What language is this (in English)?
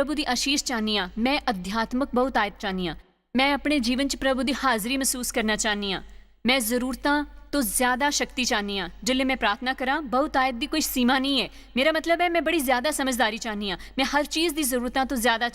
Dogri